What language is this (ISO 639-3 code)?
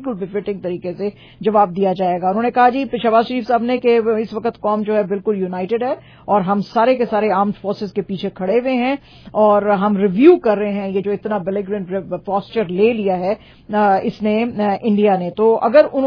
urd